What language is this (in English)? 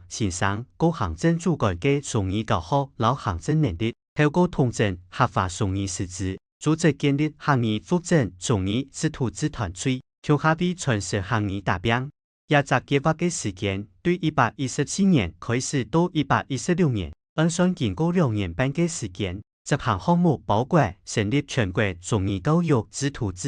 Hakka Chinese